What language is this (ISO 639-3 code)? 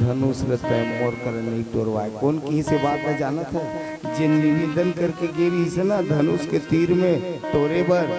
hne